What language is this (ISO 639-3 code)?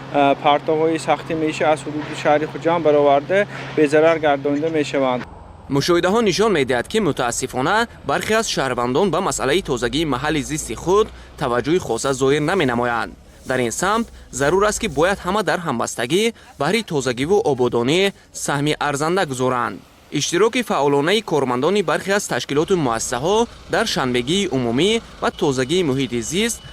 tgk